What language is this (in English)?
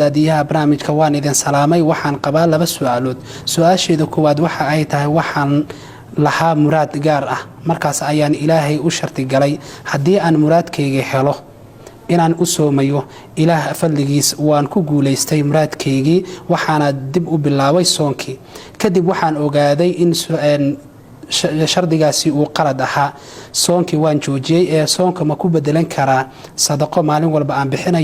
Somali